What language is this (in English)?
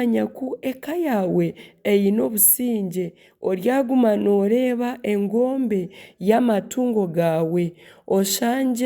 Nyankole